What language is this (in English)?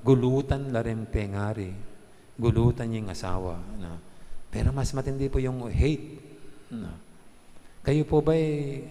Pampanga